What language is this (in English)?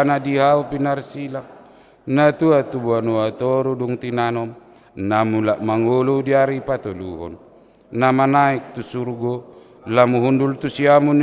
Batak Toba